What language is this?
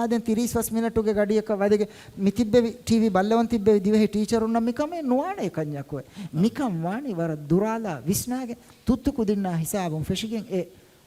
Divehi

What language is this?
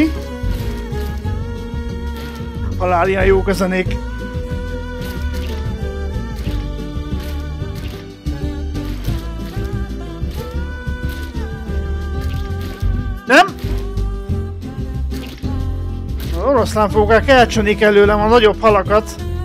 Hungarian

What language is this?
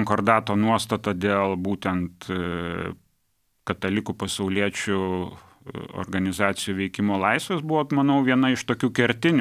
Lithuanian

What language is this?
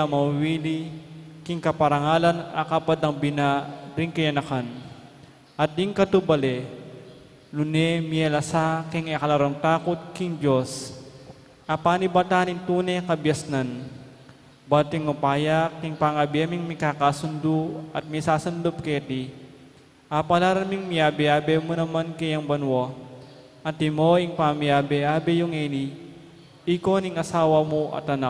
Pampanga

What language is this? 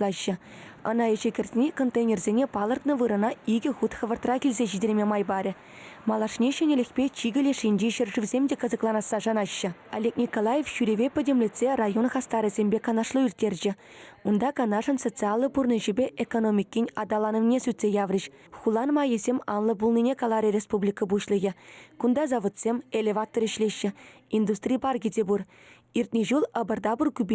Chuvash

